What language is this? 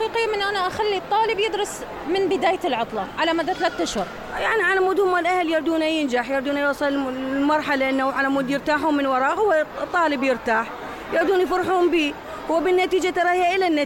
Mesopotamian Arabic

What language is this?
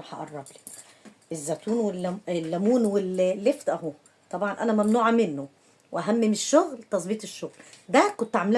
Egyptian Arabic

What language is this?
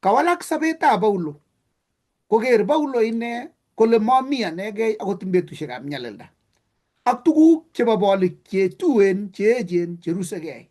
Kalenjin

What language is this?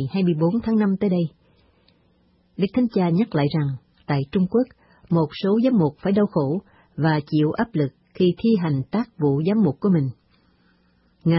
Vietnamese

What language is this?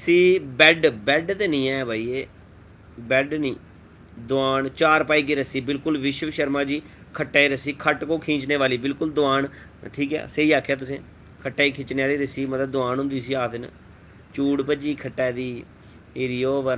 Dogri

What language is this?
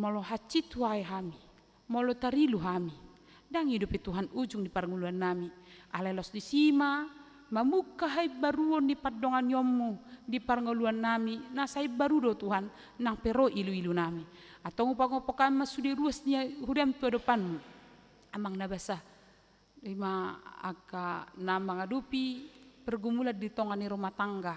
Batak Toba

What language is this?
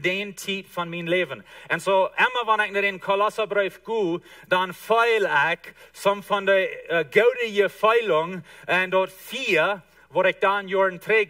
Plautdietsch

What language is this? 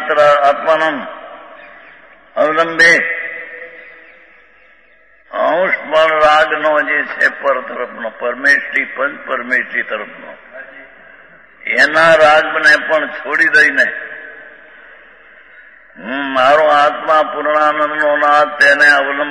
Gujarati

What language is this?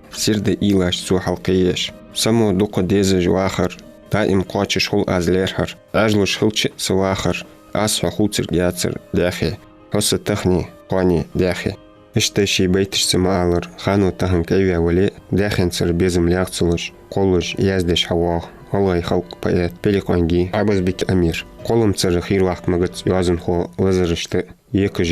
Ingush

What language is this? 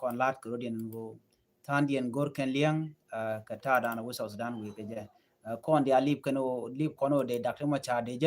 Nuer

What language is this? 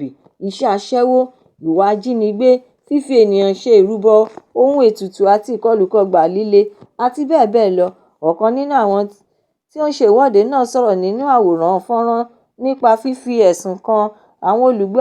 Yoruba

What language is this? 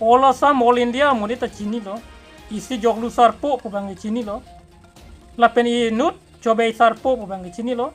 Karbi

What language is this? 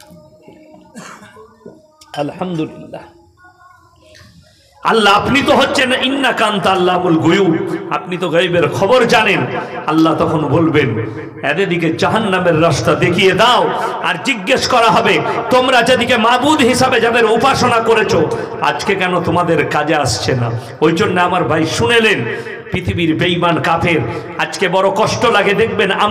Bangla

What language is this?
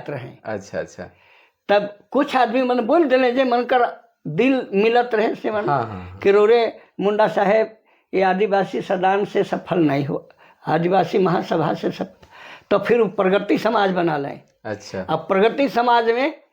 Sadri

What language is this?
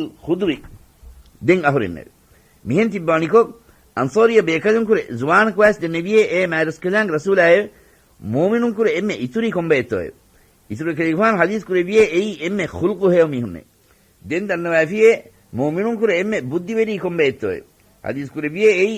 Divehi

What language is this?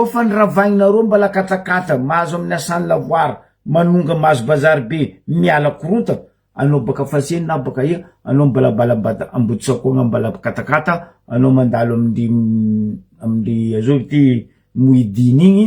Malagasy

